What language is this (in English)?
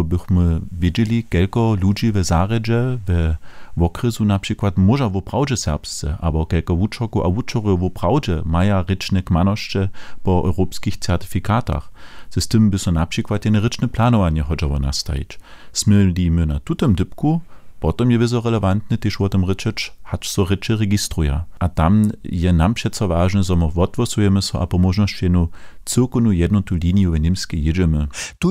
Upper Sorbian